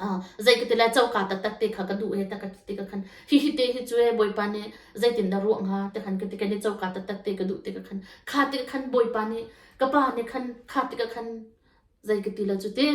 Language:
Hakha Chin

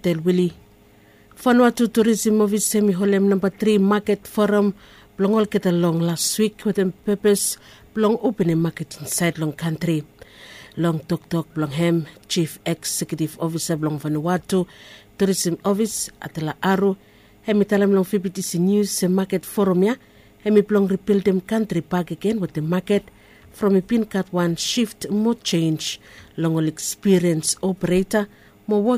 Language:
Bislama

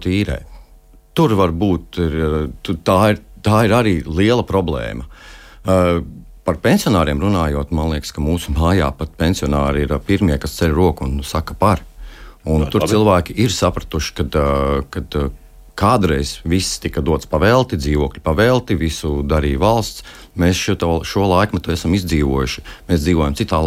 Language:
Latvian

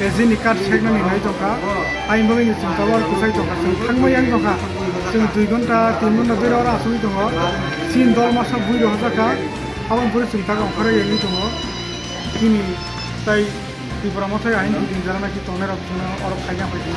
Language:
Kok Borok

